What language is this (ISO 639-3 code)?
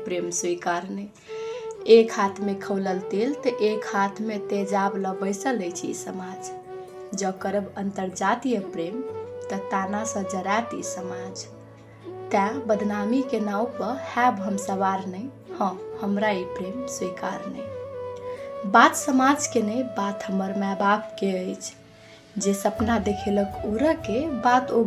mai